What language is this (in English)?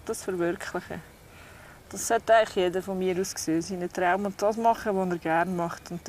Swiss German